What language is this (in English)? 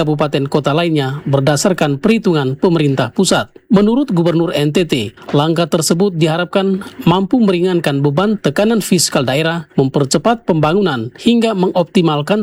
Indonesian